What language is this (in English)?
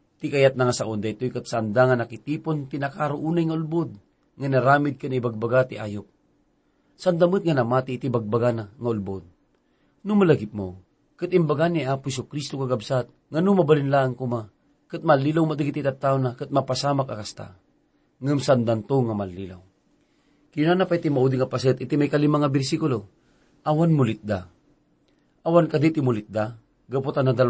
Iloko